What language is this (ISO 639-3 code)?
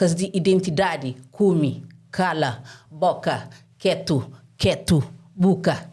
kea